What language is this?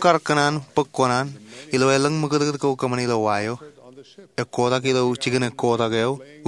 Marshallese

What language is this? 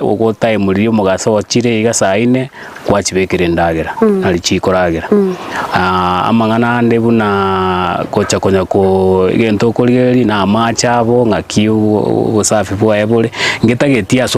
Gusii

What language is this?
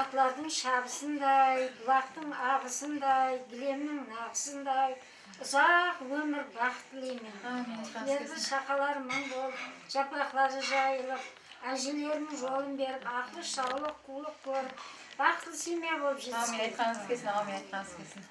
Kara-Kalpak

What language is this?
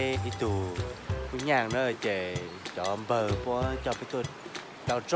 Hmong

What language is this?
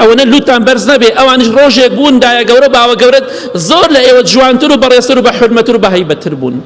Central Kurdish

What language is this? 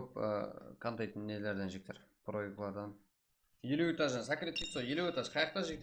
Kara-Kalpak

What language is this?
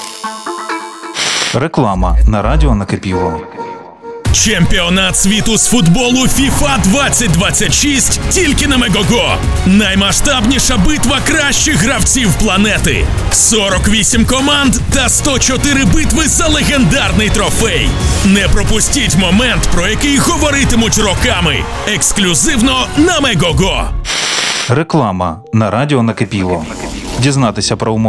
Ukrainian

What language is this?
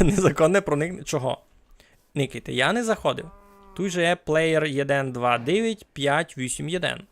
Rusyn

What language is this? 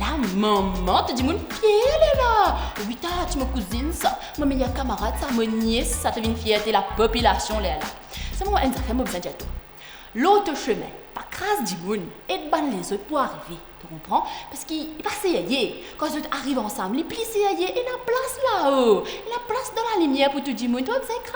Morisyen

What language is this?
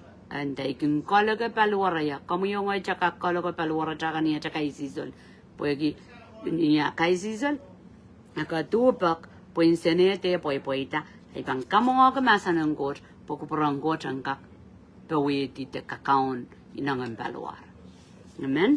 Pohnpeian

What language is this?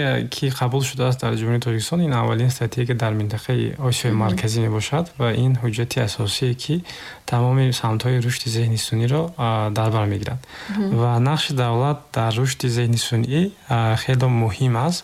Tajik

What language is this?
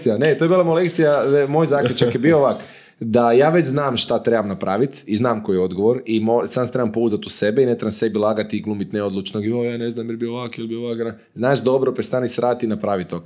Croatian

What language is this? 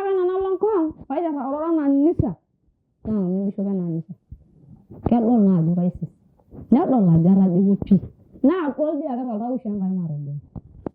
Masai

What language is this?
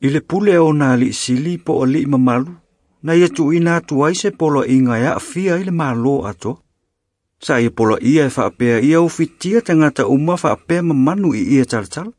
Samoan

